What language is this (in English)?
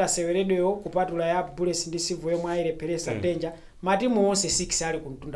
Nyanja